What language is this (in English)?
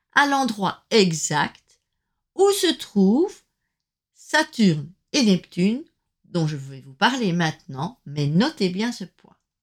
French